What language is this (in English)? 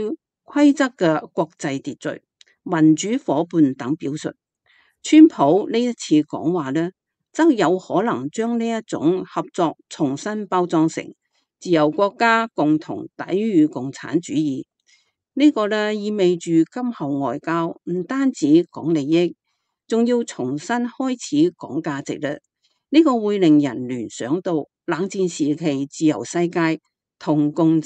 Cantonese